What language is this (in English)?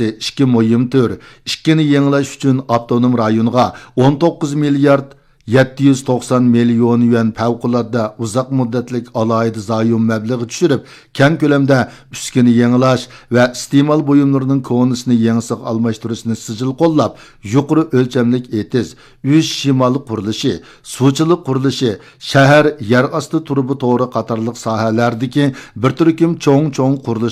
Uyghur